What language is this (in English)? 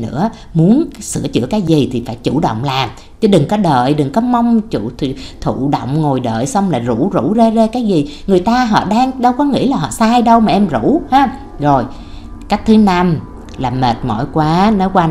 Vietnamese